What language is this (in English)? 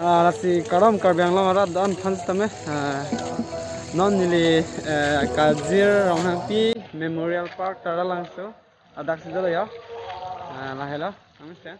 Karbi